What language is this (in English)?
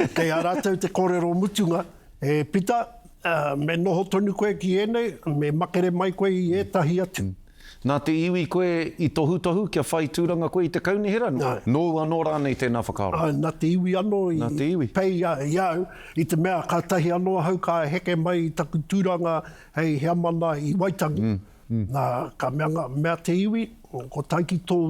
Māori